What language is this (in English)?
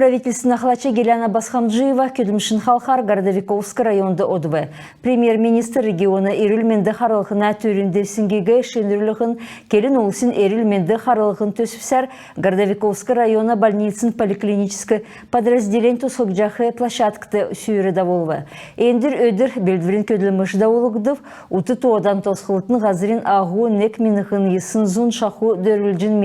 Kalmyk